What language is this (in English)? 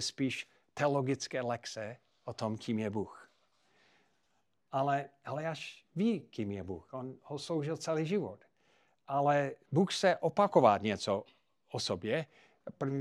Czech